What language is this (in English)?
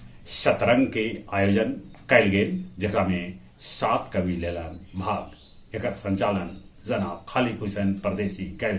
Magahi